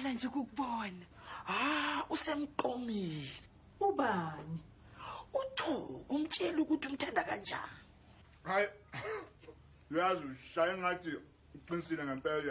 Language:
Zulu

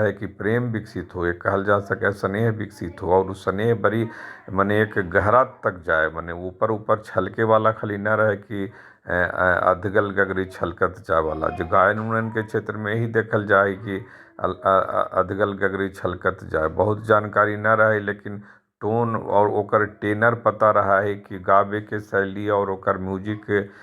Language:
Magahi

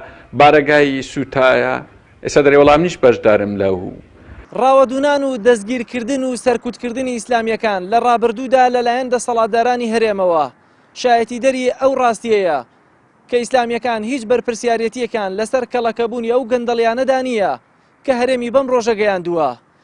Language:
Central Kurdish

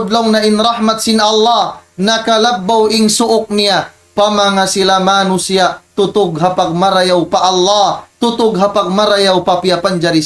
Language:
Tausug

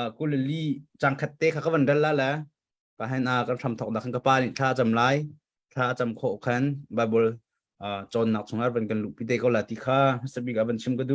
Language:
Hakha Chin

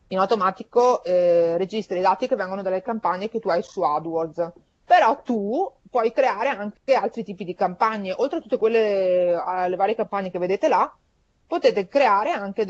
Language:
Italian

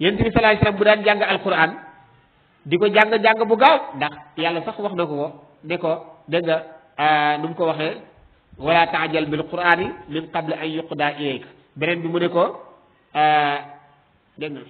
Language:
Wolof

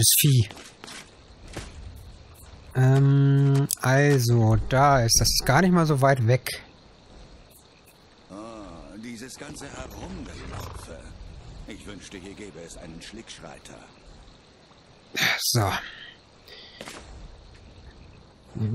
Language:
German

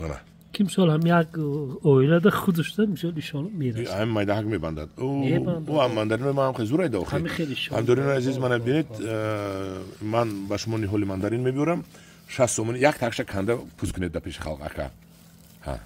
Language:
Tajik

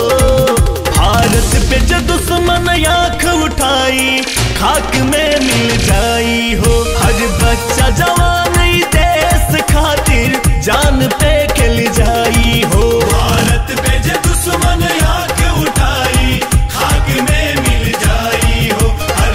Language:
Bhojpuri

